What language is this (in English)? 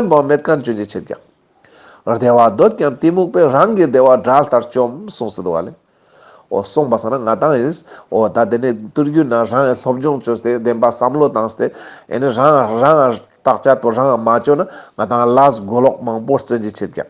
Ladakhi